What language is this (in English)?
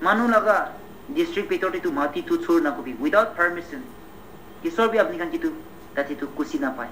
Naga Pidgin